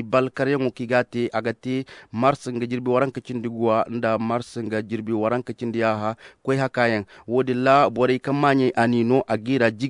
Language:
Koyraboro Senni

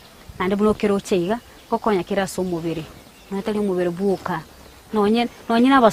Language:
Gusii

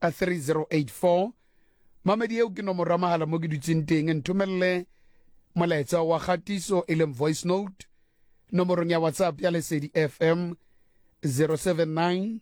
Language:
Southern Sotho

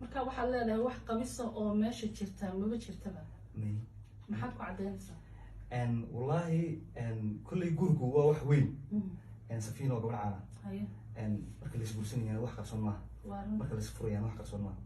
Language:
Somali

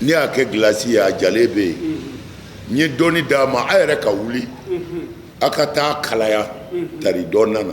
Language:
Bambara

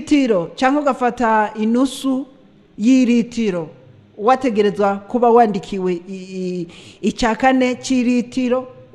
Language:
Rundi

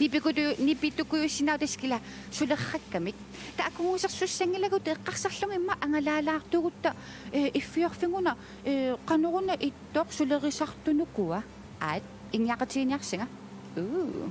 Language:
Kalaallisut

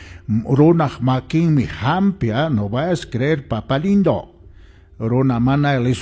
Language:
Quechua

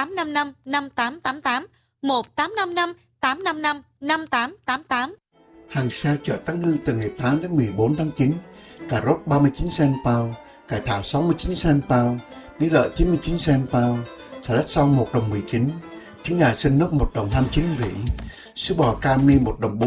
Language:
Vietnamese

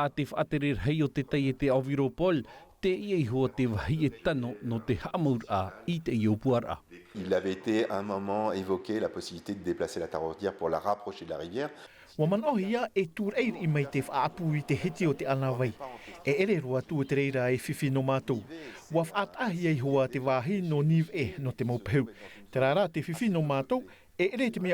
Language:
Tahitian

